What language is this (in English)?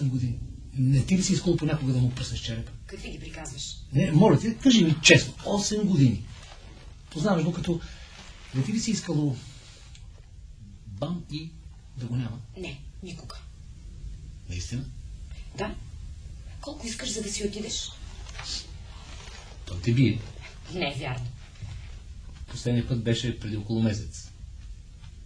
Bulgarian